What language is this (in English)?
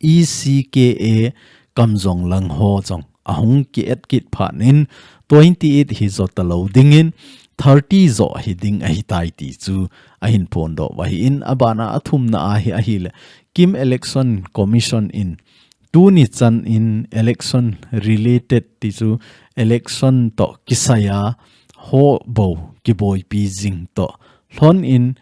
Thado Chin